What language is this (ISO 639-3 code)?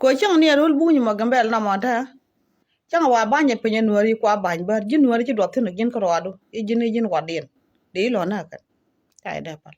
nus